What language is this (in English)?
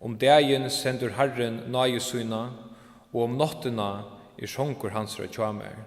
Faroese